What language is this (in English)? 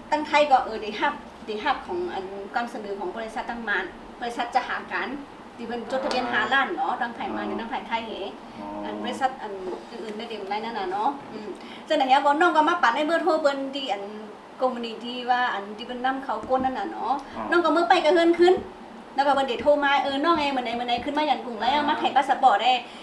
Shan